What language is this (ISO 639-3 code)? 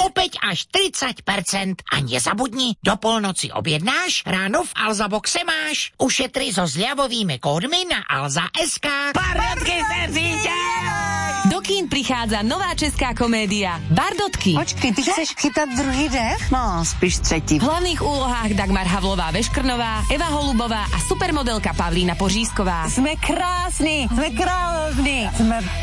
slk